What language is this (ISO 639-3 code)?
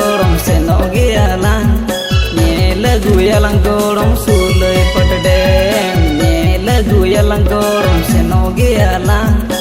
sat